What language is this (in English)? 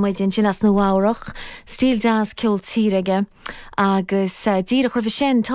Irish